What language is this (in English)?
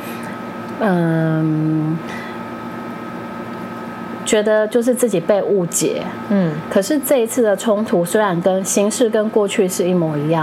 Chinese